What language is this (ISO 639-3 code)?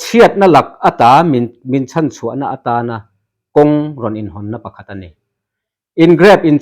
lus